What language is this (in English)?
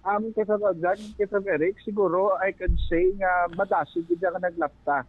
Hiligaynon